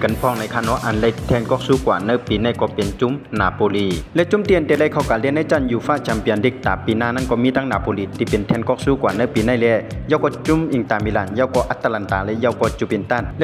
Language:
Shan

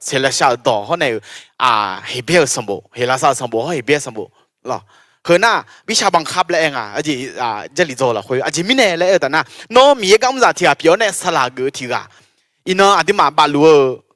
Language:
Akha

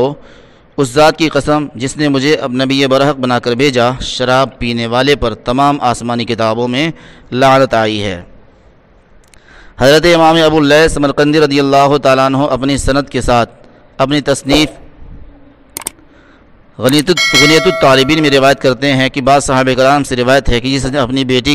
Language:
Urdu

